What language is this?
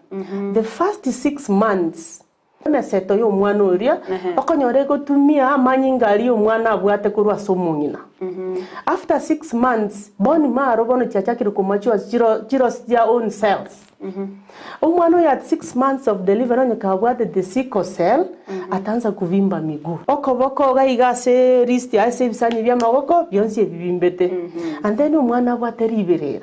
Gusii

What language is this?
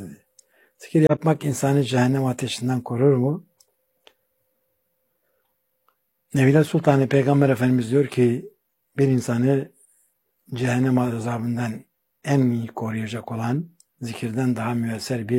Turkish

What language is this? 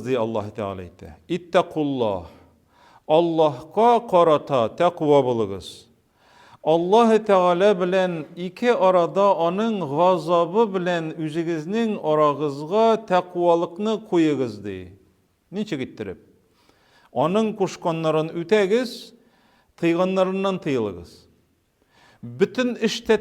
Tatar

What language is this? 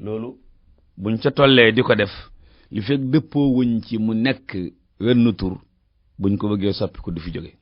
Wolof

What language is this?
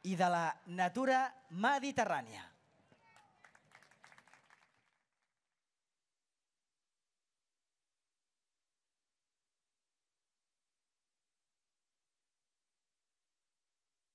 Catalan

